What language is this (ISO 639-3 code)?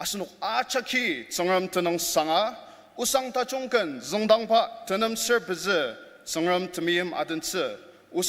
njo